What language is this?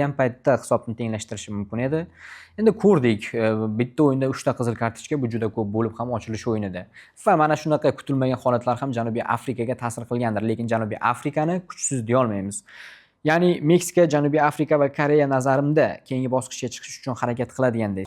Uzbek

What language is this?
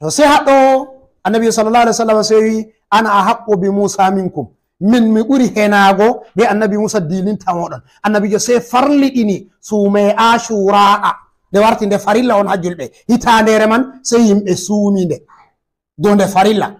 Fula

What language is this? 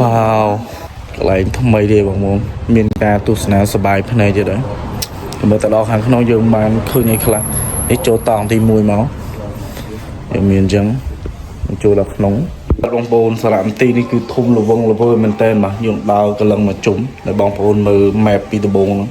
Khmer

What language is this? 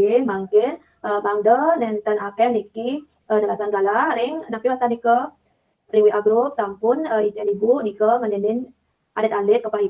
Balinese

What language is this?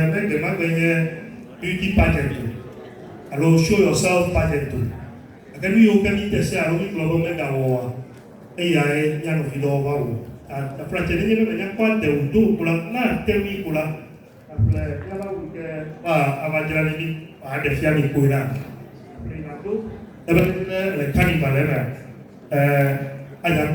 Ewe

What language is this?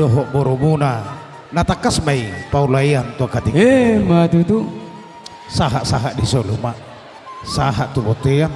Batak Toba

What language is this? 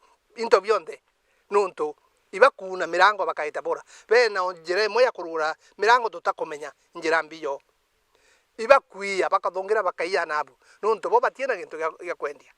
Meru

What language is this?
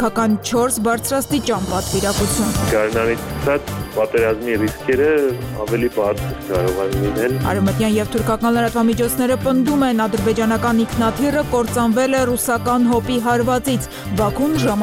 Armenian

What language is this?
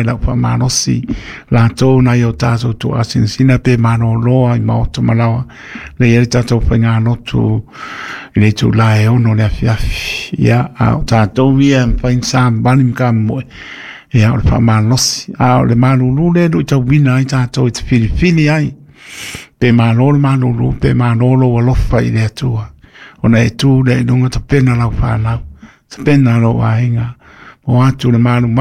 Samoan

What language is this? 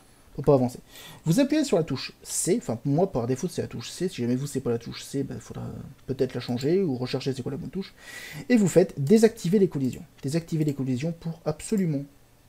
French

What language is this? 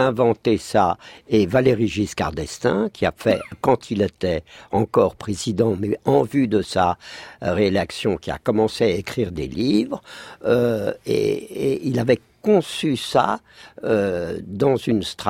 French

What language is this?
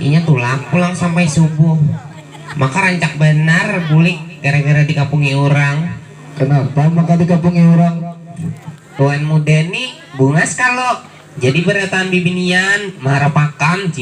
Banjar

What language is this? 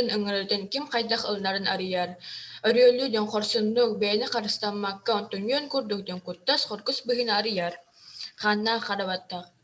Yakut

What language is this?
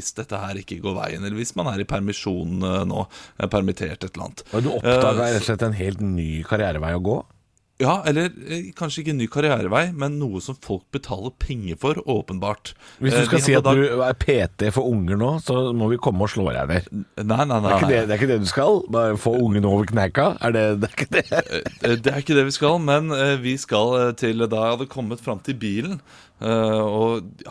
Norwegian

